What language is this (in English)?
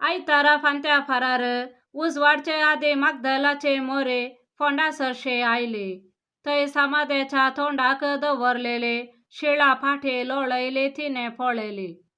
Konkani